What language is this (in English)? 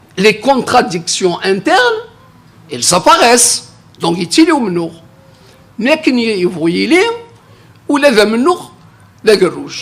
Kabyle